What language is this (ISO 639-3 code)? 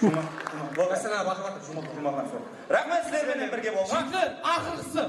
kaa